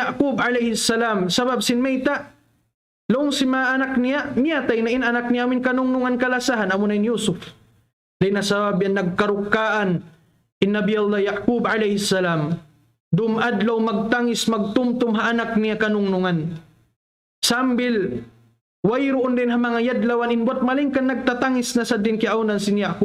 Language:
Tausug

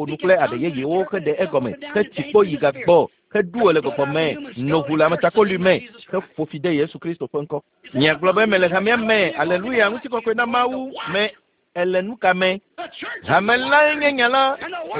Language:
Ewe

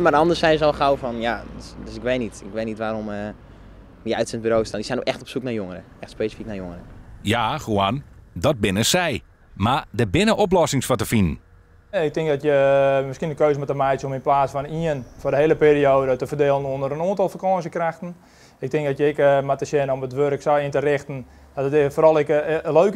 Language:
Western Frisian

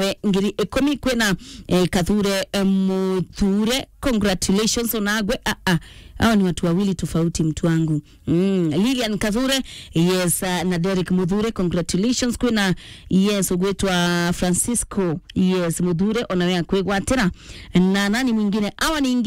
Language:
Meru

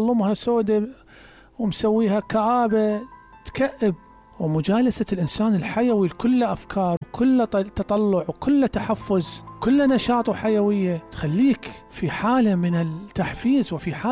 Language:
Mesopotamian Arabic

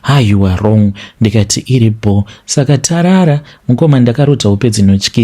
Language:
Shona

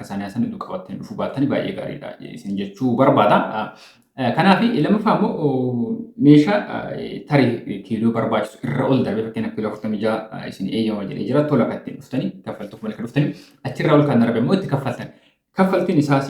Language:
Oromo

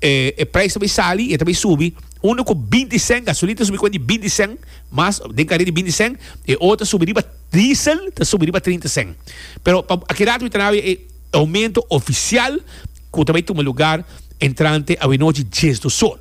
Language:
Papiamento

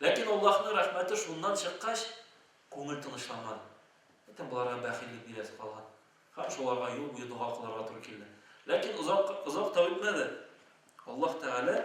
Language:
Tatar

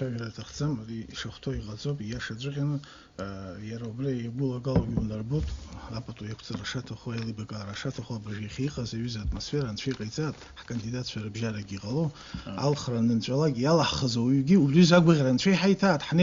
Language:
Abkhazian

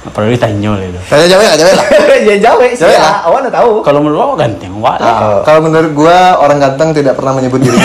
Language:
Minangkabau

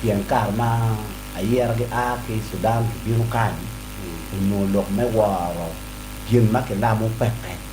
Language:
Acoli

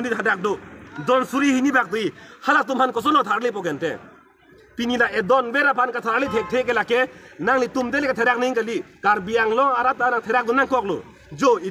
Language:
Karbi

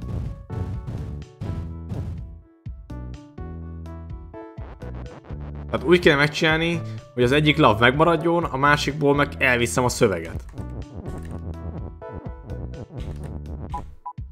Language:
Hungarian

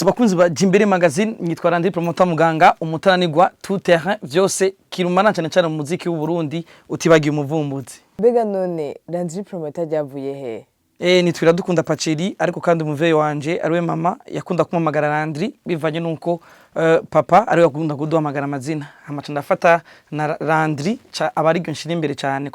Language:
Rundi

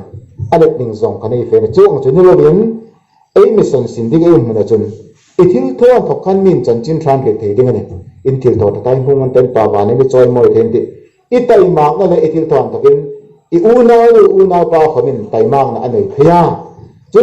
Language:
Hmar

